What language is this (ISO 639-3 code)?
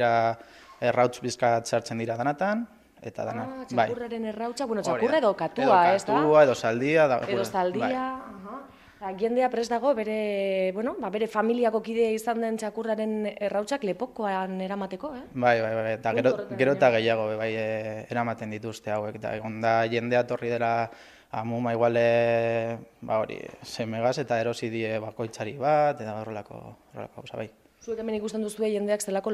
eus